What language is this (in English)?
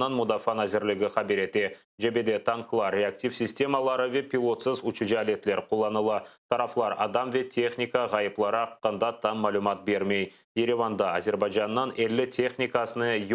Crimean Tatar